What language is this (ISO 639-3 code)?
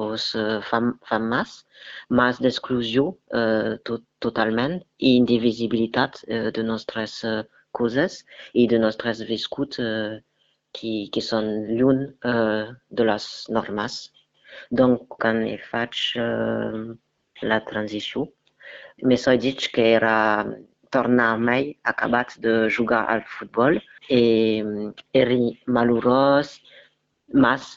oci